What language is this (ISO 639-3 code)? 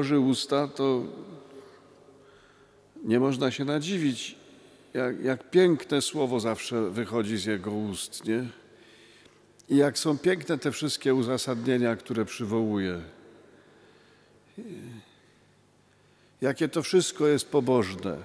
pol